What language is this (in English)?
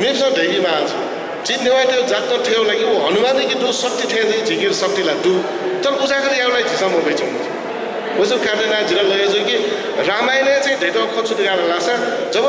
Newari